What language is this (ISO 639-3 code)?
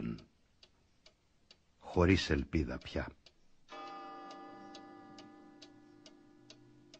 ell